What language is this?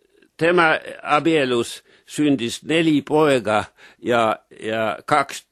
Estonian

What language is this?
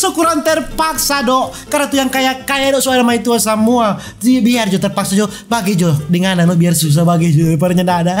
Manado Malay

